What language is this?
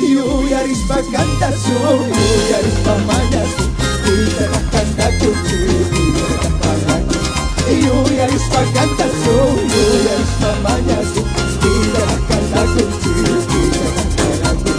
Chimborazo Highland Quichua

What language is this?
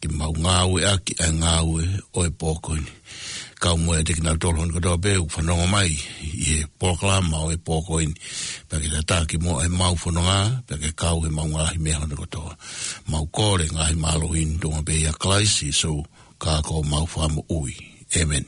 Tongan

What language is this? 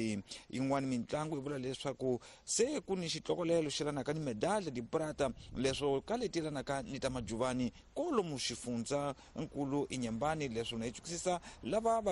Tsonga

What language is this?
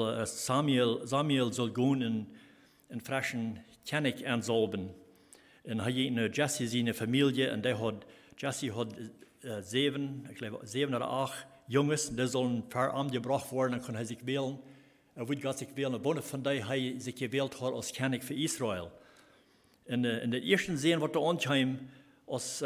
Plautdietsch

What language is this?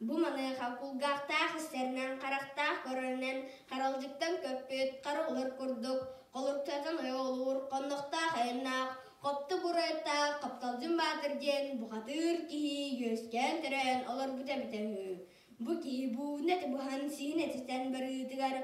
Yakut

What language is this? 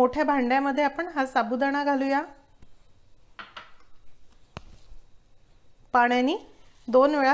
Marathi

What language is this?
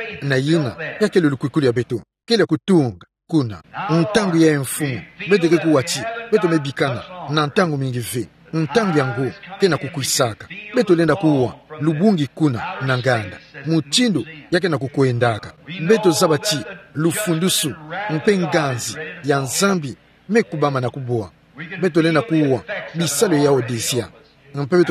Kituba (Democratic Republic of Congo)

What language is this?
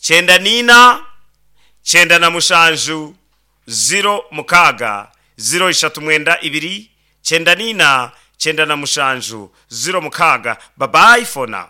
Nyankole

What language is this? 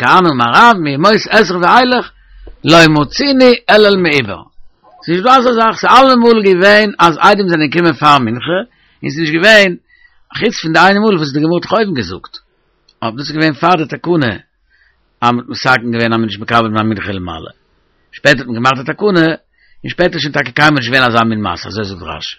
Yiddish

